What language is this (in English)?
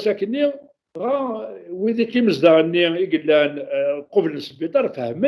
Kabyle